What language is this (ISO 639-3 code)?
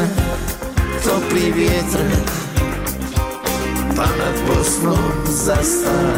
bos